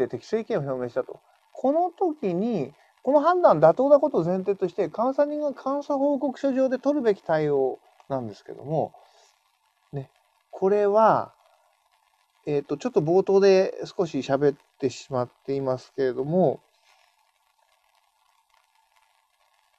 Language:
Japanese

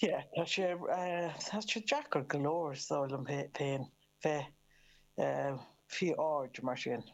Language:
Irish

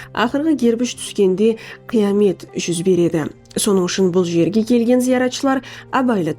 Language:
Kara-Kalpak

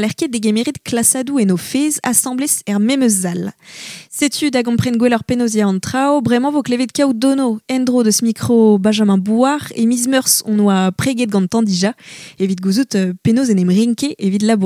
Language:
Breton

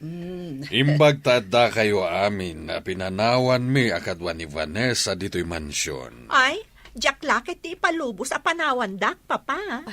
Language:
Iloko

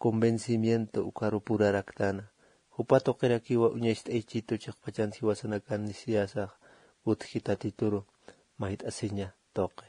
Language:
Aymara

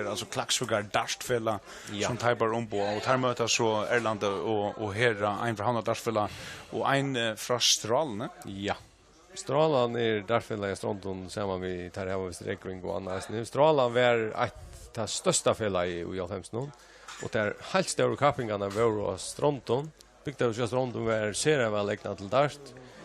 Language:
Faroese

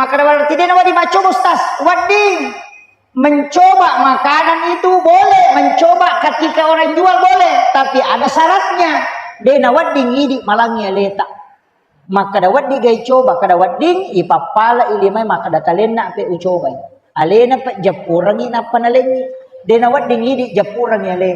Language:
Buginese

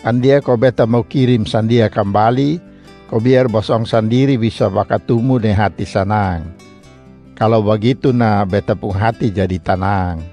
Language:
Kupang Malay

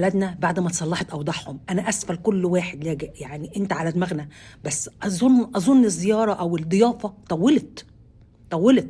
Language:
Egyptian Arabic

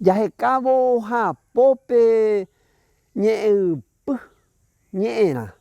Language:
Guarani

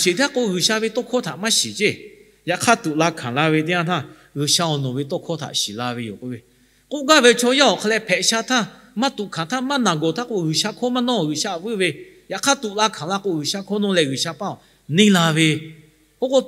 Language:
Lahu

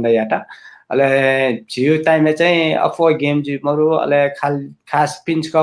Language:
Newari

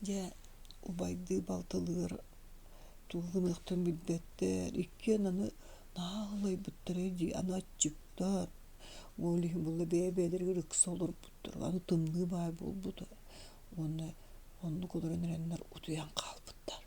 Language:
Yakut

